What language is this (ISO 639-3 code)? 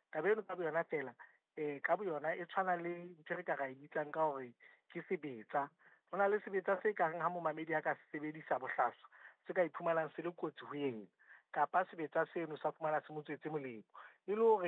sot